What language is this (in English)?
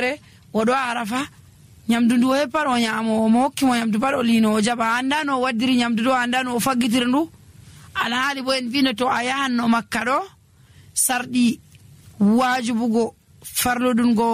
Nigerian Fulfulde